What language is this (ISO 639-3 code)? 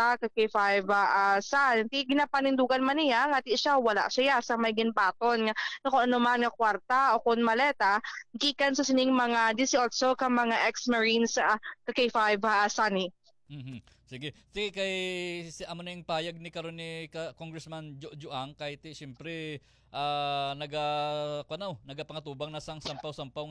hil